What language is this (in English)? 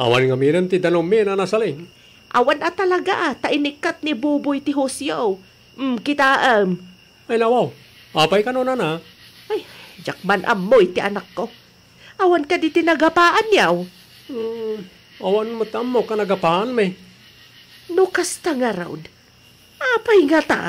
Iloko